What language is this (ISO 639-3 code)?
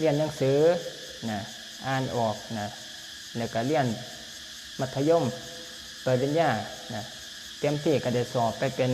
lao